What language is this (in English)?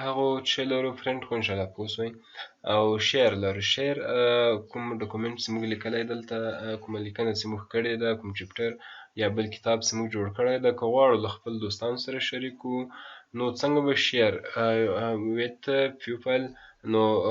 Pashto